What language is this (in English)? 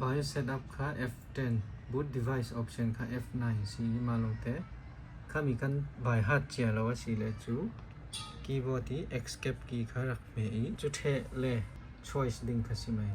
Falam Chin